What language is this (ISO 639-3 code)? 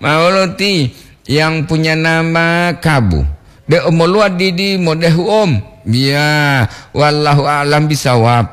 gor